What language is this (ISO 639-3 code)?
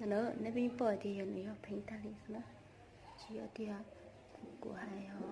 hmn